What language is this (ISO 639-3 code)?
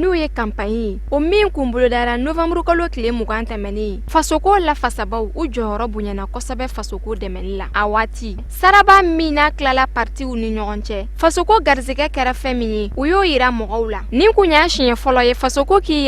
bam